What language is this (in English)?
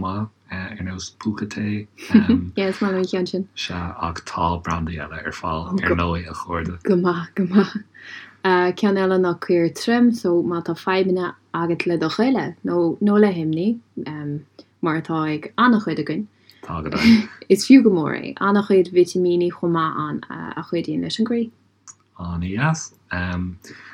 Irish